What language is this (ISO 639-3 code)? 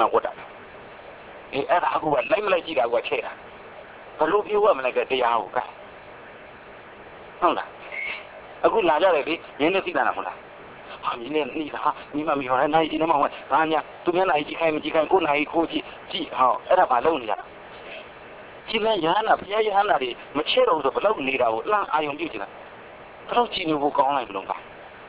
mya